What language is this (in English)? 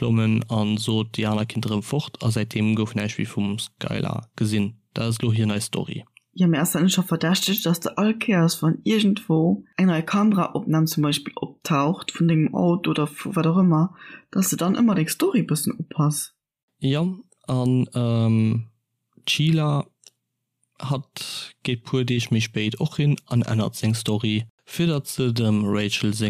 Luxembourgish